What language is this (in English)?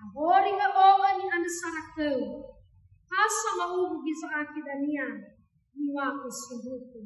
Nias